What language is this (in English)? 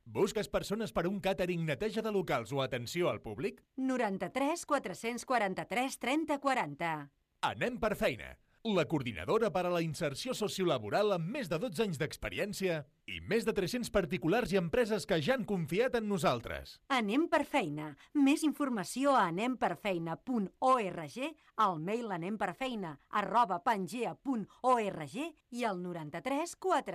Catalan